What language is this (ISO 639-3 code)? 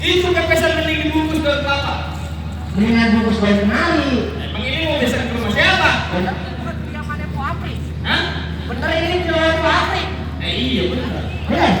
bew